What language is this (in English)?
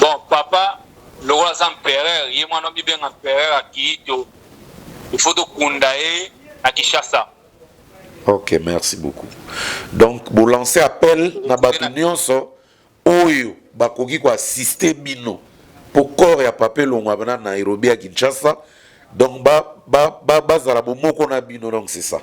Lingala